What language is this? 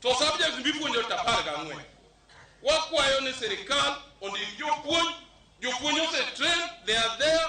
Luo (Kenya and Tanzania)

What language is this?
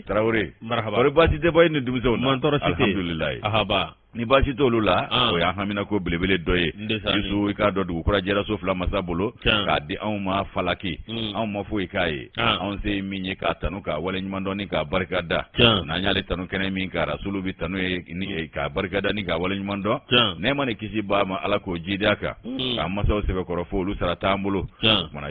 Bambara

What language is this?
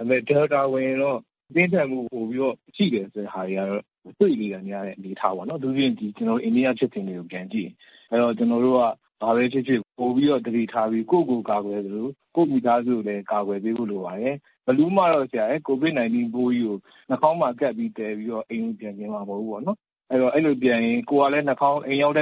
Burmese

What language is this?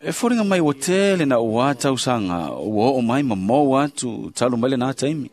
Samoan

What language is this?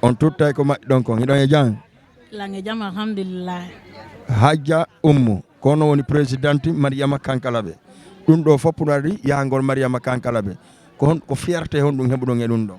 Fula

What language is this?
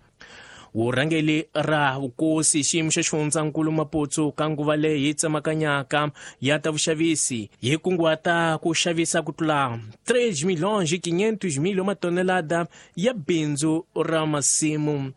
Tsonga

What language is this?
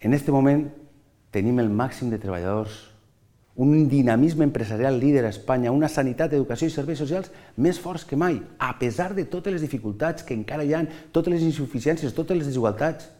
Catalan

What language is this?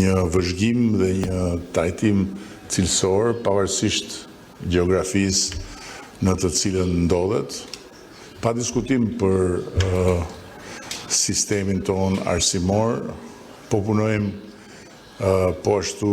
Albanian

